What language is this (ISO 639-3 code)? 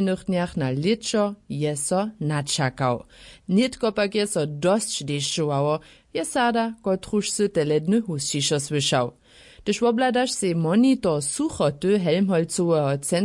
hsb